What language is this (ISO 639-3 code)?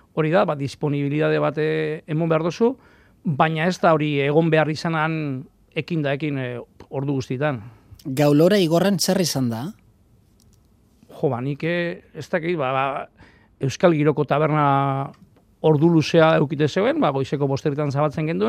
eus